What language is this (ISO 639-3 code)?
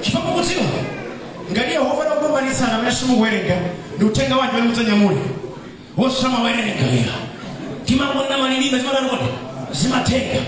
nya